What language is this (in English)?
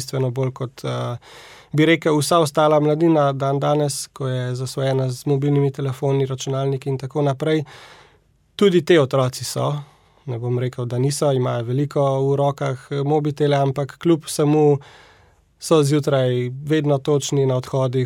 Slovenian